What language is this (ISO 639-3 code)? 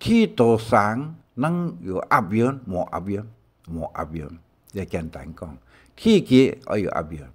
hak